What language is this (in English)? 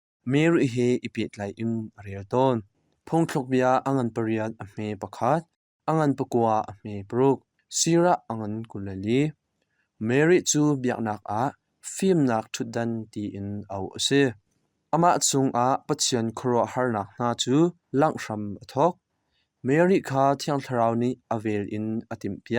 Hakha Chin